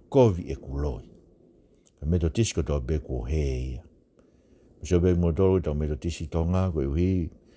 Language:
Tongan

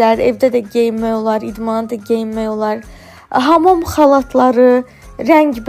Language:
Azerbaijani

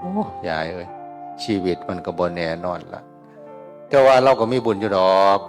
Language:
Northeastern Thai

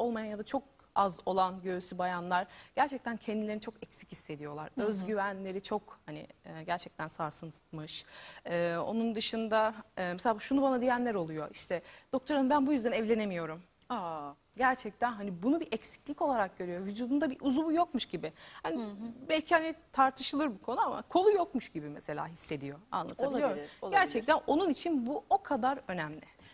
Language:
Turkish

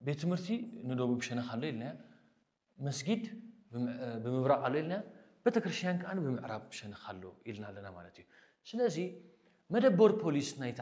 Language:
Tigrinya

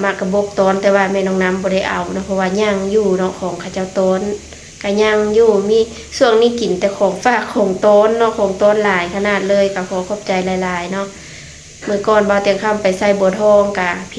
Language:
Lao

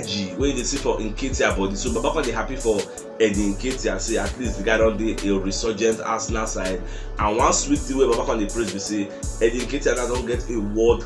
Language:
Nigerian Pidgin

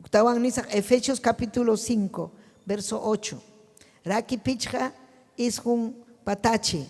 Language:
Ayacucho Quechua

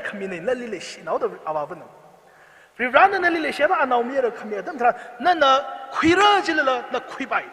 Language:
Tangkhul Naga (India)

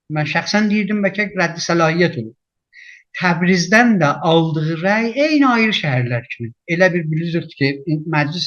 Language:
South Azerbaijani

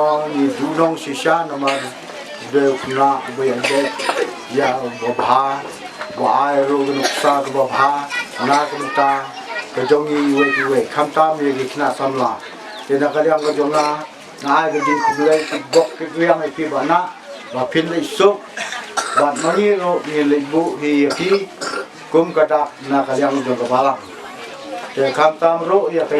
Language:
Khasi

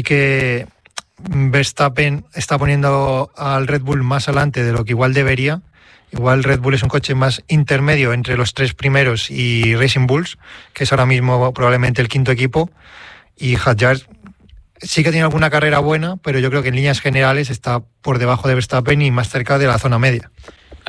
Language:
Spanish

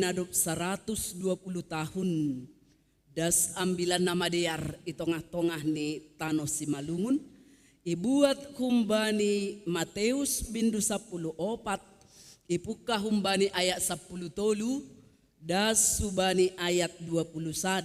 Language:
Batak Simalungun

